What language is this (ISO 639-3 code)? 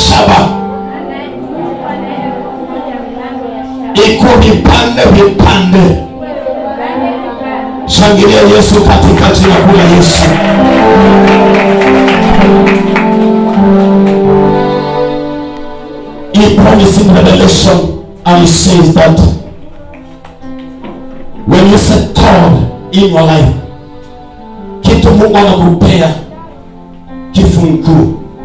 swa